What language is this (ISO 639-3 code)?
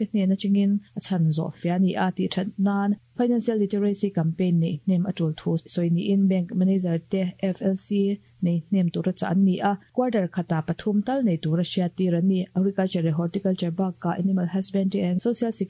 lus